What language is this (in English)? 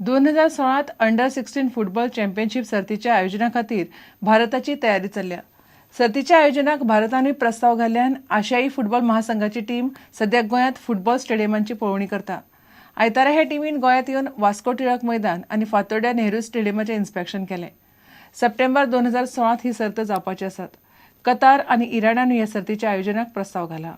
Konkani